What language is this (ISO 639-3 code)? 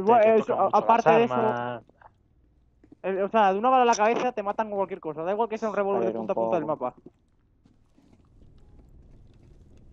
spa